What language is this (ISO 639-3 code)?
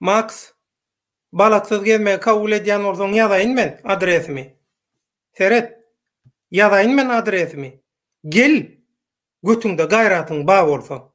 tuk